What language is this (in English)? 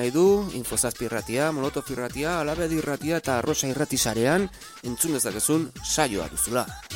Basque